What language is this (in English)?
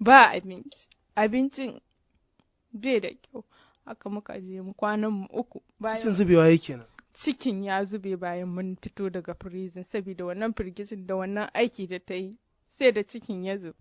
Hausa